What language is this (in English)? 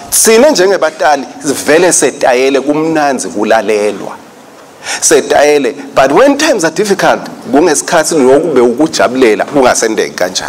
Swati